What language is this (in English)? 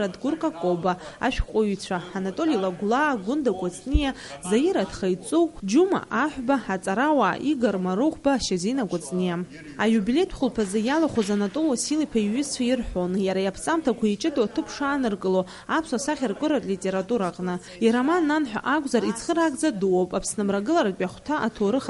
Abkhazian